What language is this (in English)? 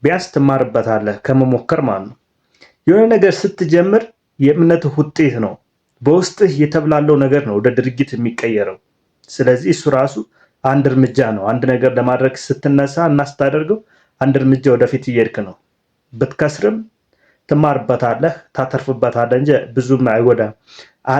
Amharic